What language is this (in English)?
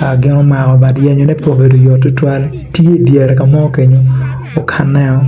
Acoli